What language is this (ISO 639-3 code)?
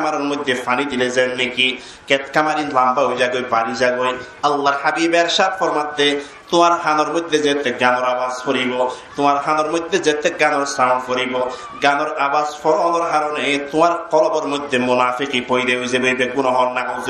rhg